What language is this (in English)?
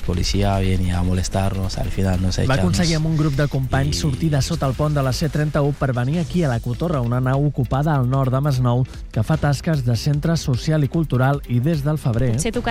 Catalan